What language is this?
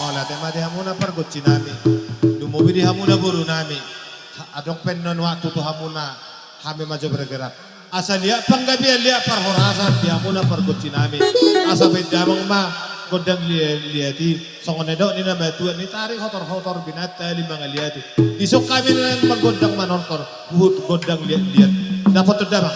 Batak Toba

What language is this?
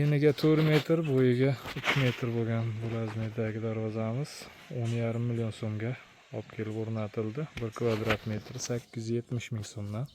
Uzbek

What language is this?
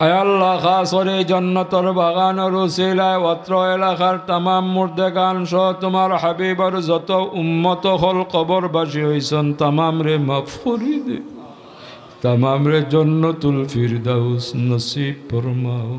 Sylheti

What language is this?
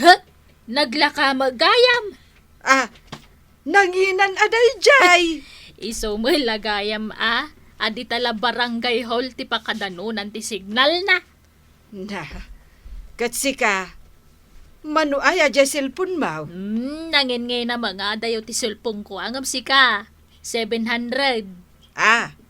Iloko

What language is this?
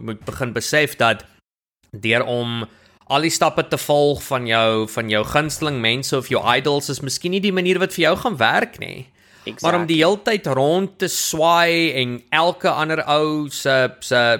Afrikaans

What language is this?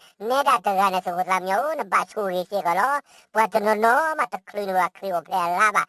S'gaw Karen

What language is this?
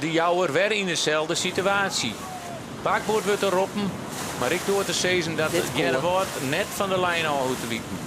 Western Frisian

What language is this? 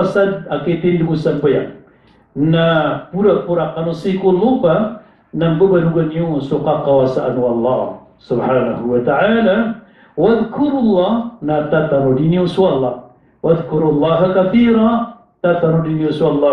Maranao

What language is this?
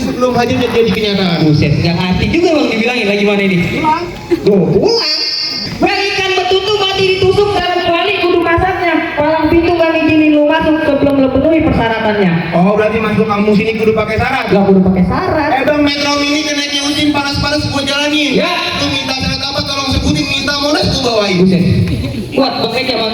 Betawi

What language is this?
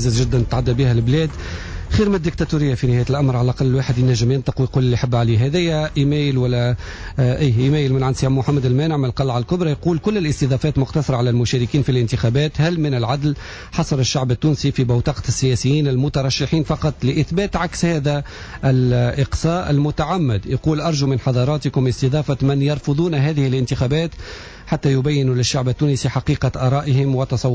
Tunisian Arabic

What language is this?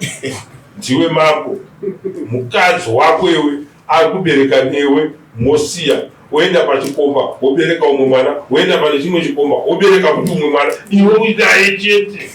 Shona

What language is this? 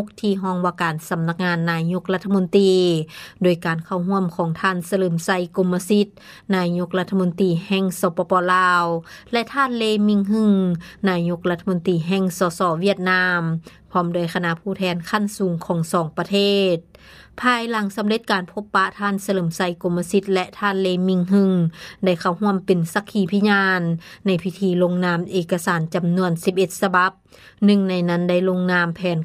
Lao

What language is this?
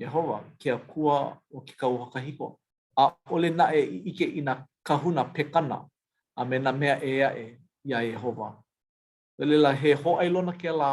Hawaiian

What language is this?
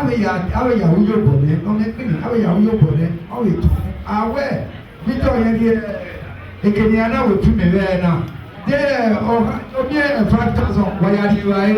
Bini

